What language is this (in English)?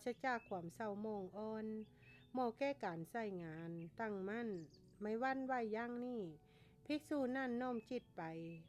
Lao